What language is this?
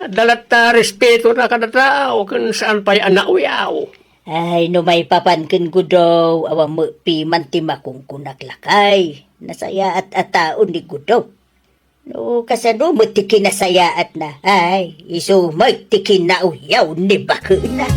Iloko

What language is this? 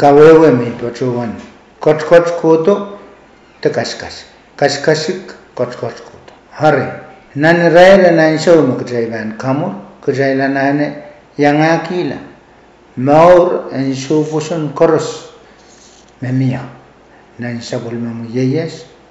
Pohnpeian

